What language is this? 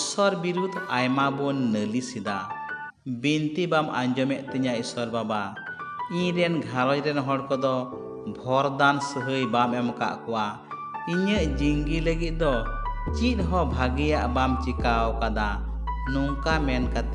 Santali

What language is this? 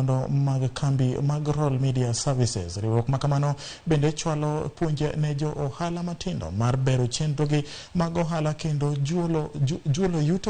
Luo (Kenya and Tanzania)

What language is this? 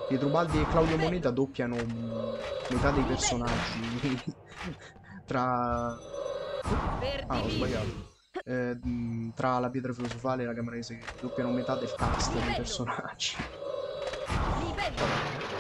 Italian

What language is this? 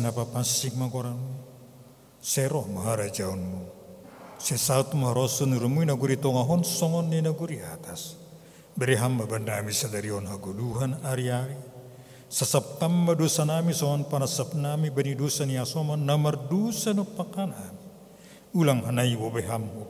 Batak Simalungun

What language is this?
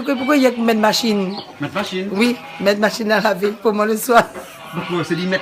Réunion Creole French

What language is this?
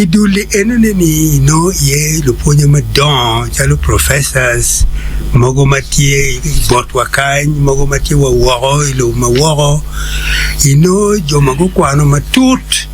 Acoli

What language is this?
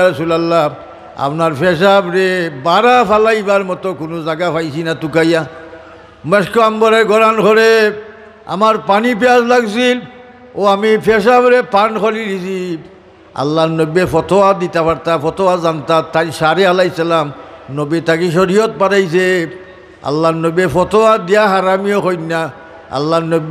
Sylheti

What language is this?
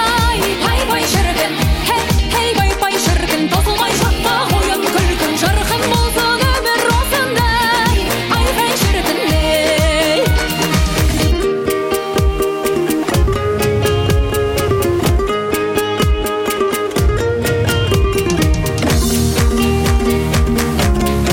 Kazakh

